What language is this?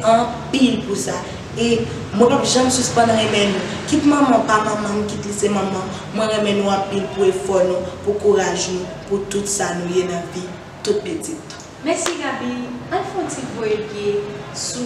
Haitian Creole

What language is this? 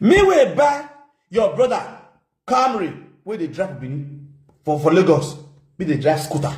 Nigerian Pidgin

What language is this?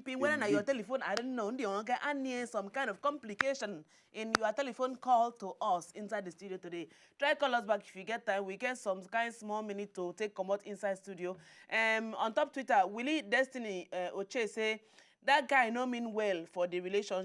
Nigerian Pidgin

